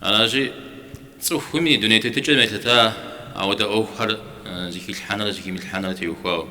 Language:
Kabardian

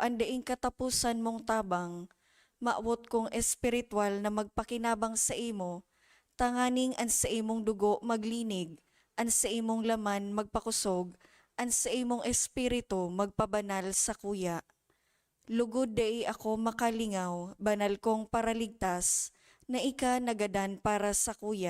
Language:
Bikol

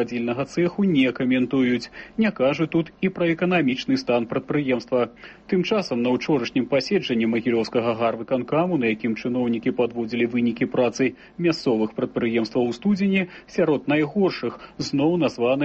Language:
Belarusian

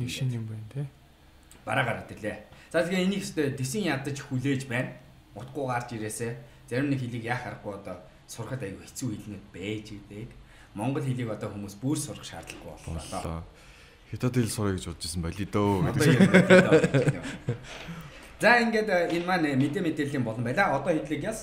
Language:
Mongolian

